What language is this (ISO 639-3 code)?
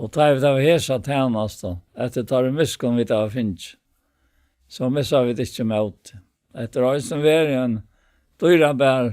fao